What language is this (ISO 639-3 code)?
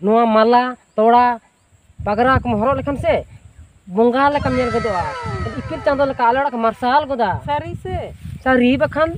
sat